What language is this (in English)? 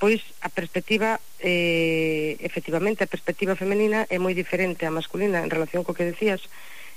Galician